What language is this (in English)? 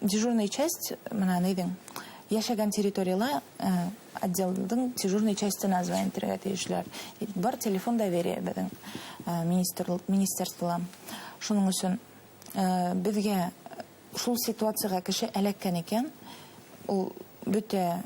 Bashkir